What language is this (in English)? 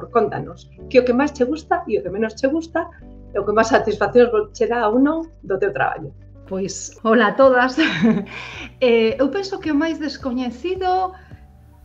Galician